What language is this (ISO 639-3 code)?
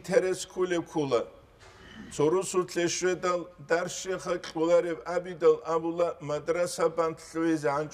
ava